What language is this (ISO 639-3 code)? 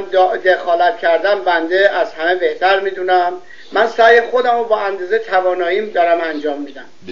fas